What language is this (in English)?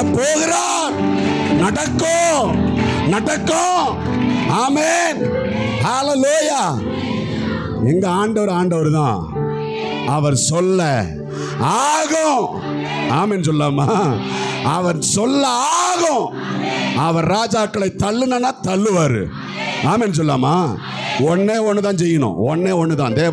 Tamil